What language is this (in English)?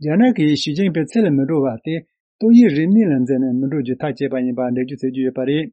Tibetan